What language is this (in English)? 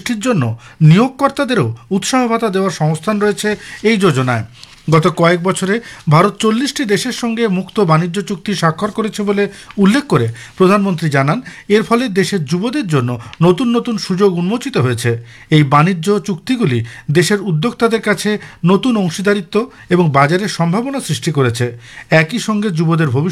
Bangla